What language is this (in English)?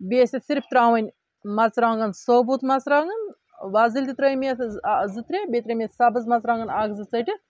Kashmiri